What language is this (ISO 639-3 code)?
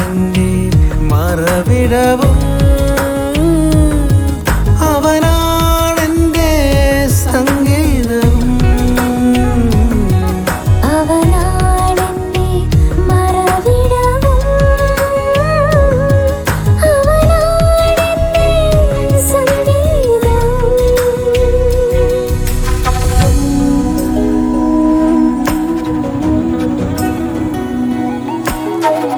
mal